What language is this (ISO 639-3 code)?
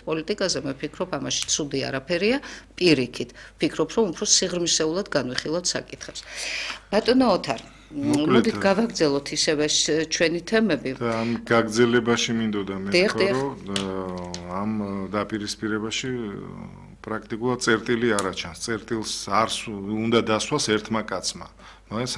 kat